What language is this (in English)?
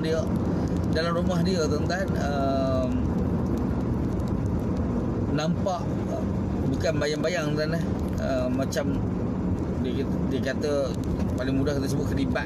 Malay